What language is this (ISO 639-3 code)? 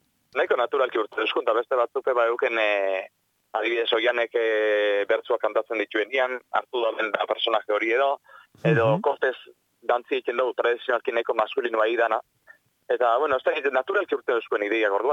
eus